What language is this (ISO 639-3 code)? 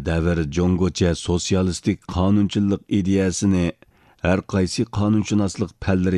uig